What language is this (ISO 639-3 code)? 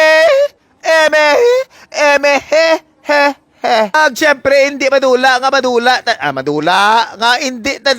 hil